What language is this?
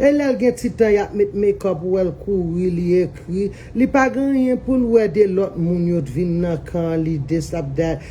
Haitian Creole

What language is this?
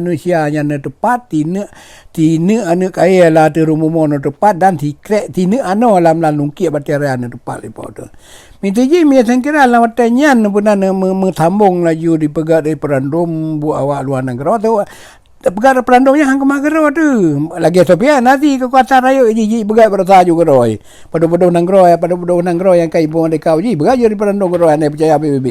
Achinese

